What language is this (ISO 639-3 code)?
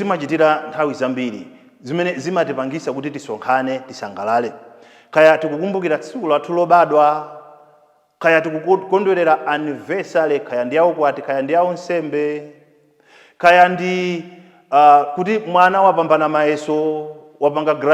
nya